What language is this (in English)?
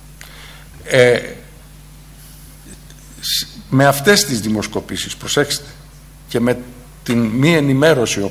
Greek